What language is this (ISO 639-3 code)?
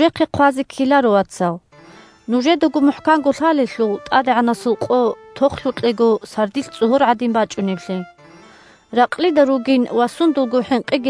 ava